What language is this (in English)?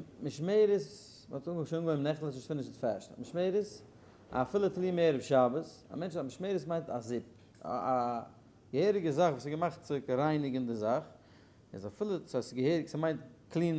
Yiddish